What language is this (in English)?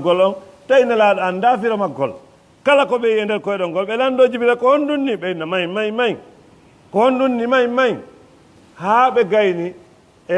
Fula